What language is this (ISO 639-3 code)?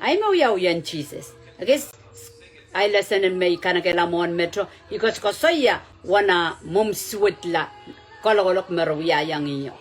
pon